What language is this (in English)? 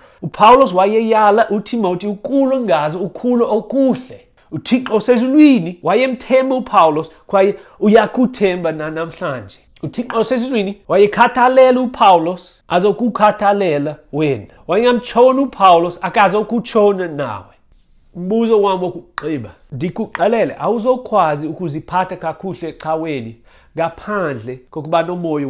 Xhosa